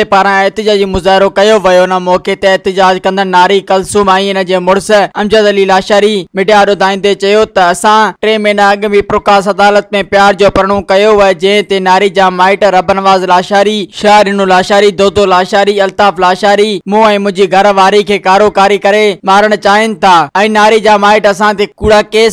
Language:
Sindhi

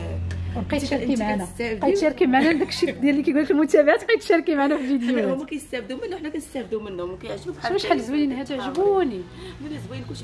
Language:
Moroccan Arabic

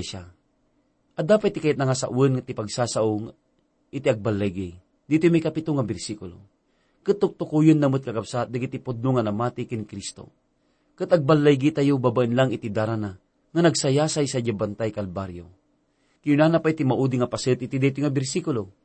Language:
Iloko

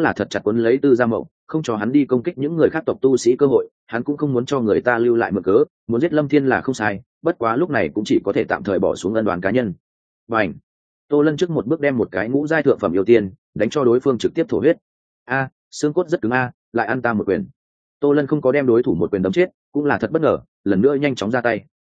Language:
Vietnamese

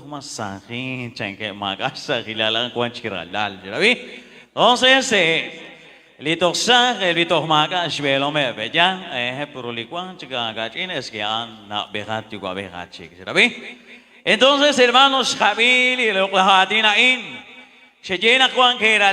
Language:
Kekchí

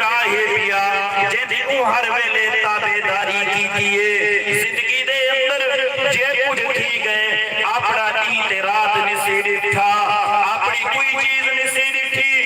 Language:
Saraiki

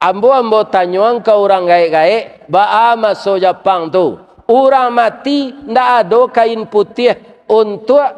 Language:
Minangkabau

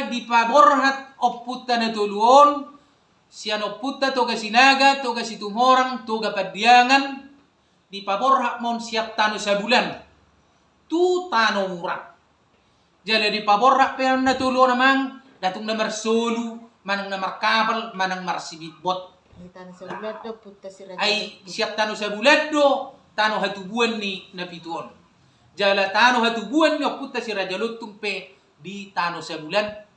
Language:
Batak Toba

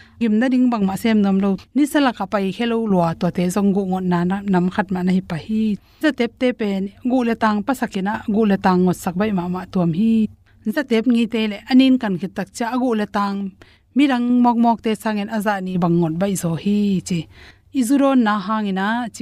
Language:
Tedim Chin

